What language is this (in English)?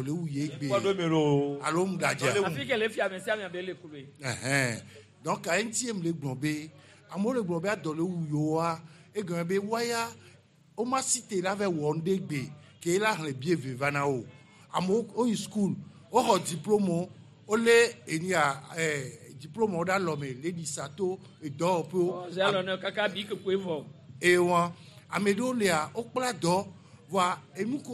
Gen